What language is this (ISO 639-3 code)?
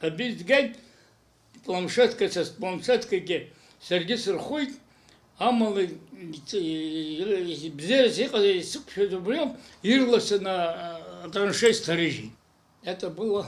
abk